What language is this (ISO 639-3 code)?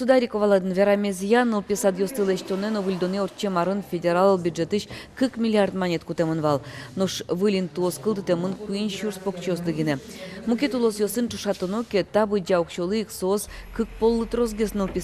udm